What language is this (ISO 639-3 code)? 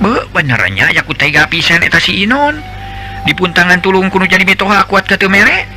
sun